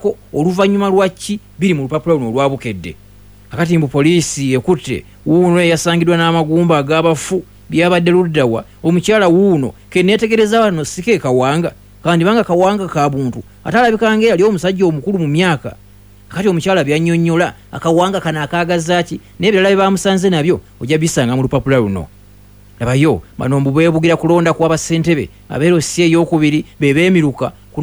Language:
Ganda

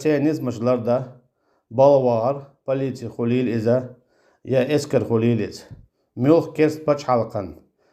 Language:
Chechen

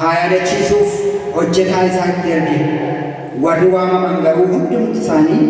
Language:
Oromo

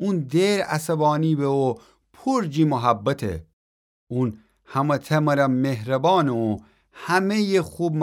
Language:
Gilaki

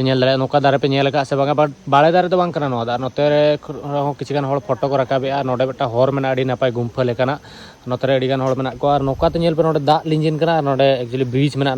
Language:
Santali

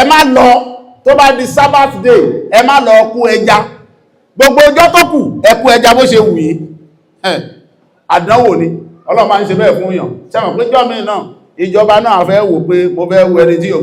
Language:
Yoruba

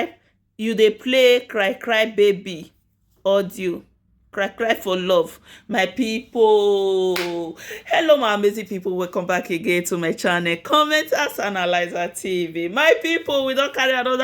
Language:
Nigerian Pidgin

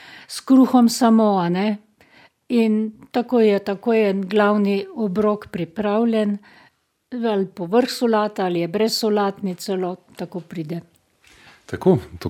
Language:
Slovenian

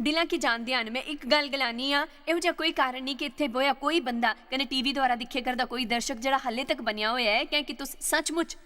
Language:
Dogri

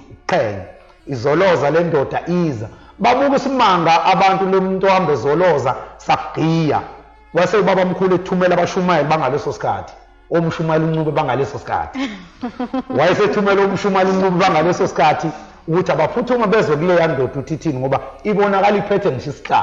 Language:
Zulu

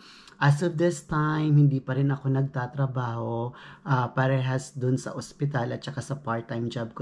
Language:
Filipino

